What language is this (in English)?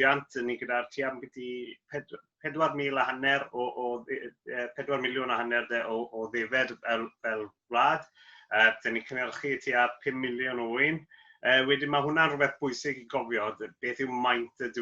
Welsh